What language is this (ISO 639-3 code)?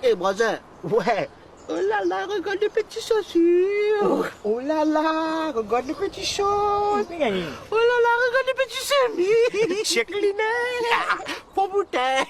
mfe